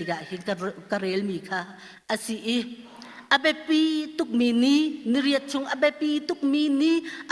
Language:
Hakha Chin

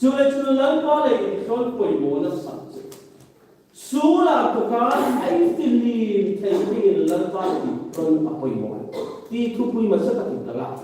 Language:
Hmar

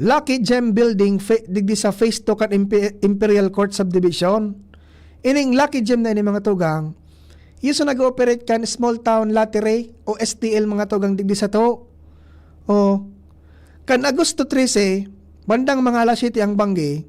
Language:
Bikol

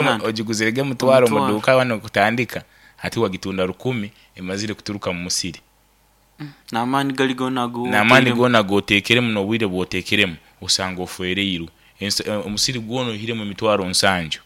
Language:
Nyoro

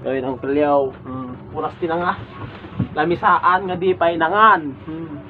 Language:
Iloko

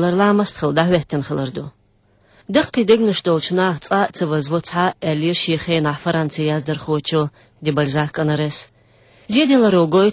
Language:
Chechen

